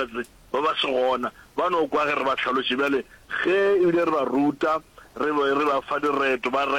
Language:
Northern Sotho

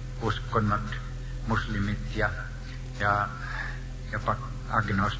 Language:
Finnish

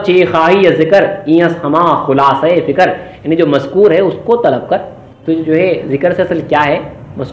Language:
Urdu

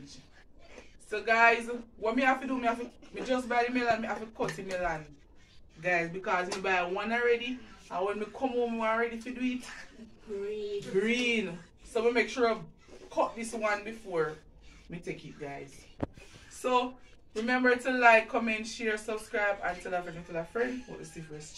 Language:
Jamaican Creole English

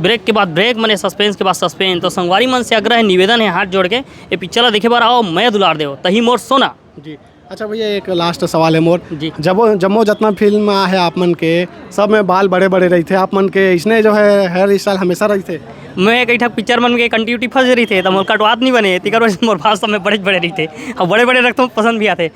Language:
Chhattisgarhi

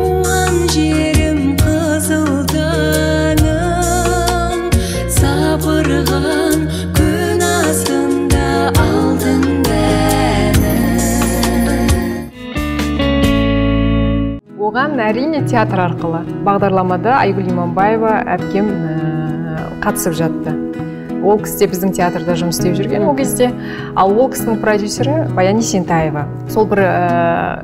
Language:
Kazakh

